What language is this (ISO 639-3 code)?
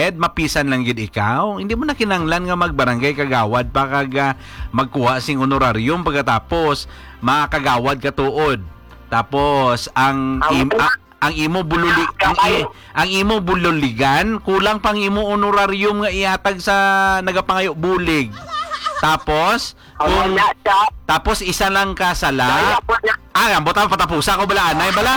hil